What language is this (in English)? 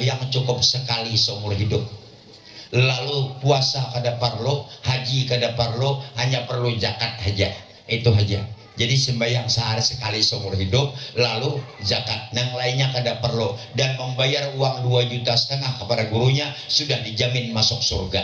Banjar